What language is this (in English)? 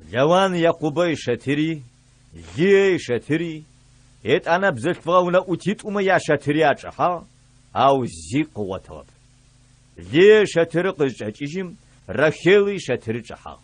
Adyghe